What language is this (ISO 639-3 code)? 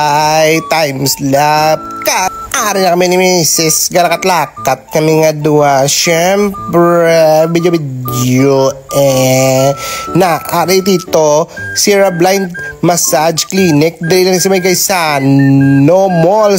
hil